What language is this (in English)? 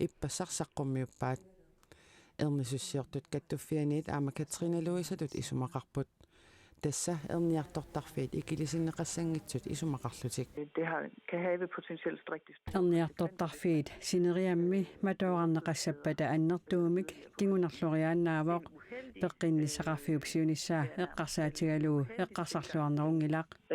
Kalaallisut